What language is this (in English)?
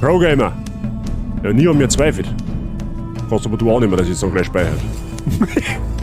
Bavarian